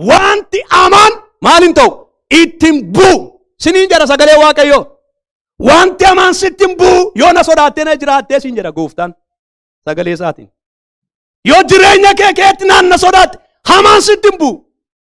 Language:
Oromo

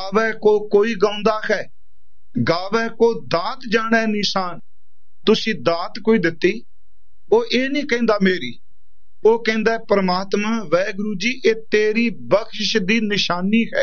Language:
Punjabi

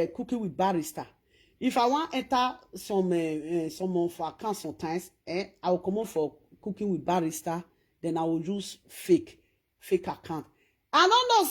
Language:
Nigerian Pidgin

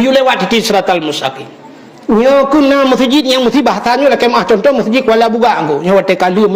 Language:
Achinese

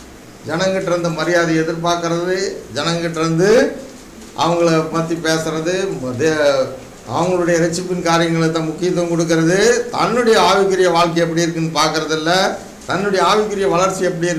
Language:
Tamil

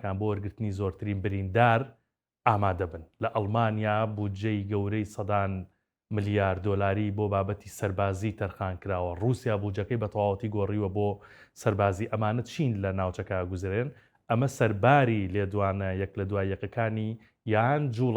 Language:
Central Kurdish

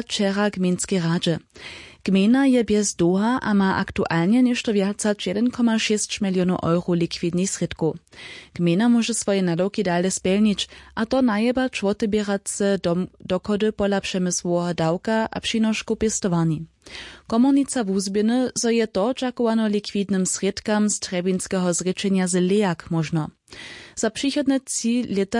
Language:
Upper Sorbian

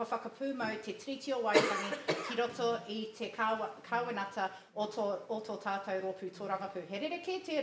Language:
Māori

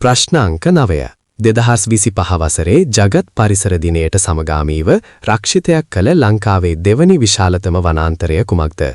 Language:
Sinhala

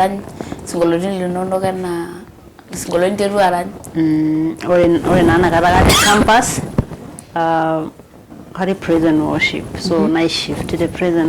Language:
Masai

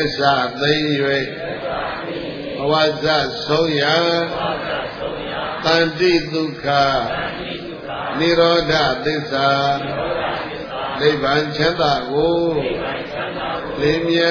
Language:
Burmese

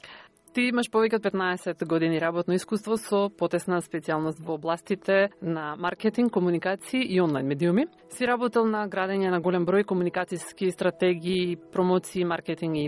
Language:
Macedonian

